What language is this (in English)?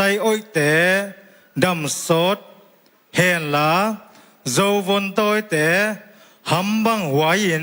Tedim Chin